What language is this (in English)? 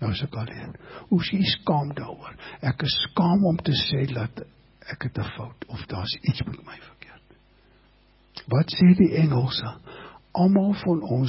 Afrikaans